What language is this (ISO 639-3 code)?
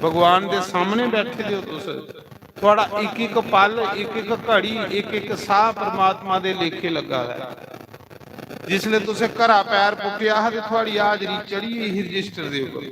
doi